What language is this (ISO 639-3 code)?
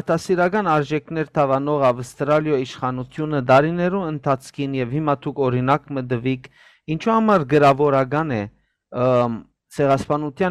hyw